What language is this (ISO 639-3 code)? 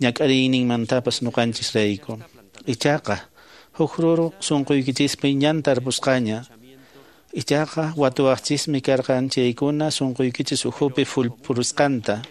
que